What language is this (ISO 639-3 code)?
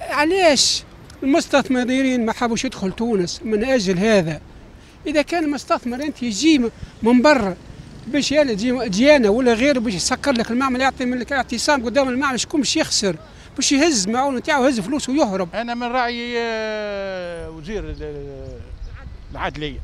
aeb